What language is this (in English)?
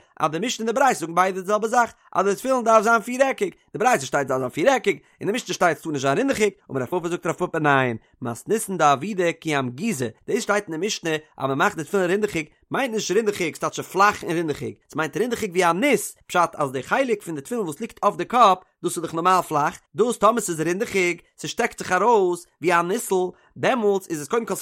Yiddish